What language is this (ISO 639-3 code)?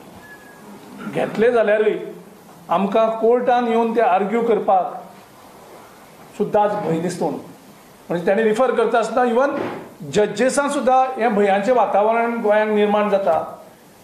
kok